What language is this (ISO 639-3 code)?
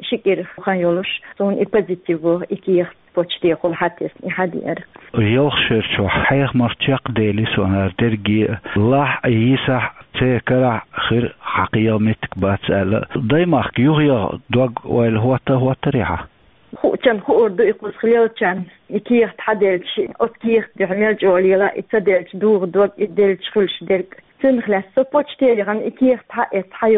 che